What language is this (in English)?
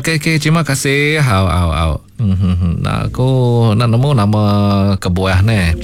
Iban